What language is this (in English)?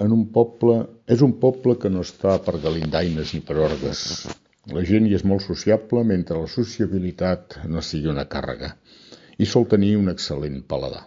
Catalan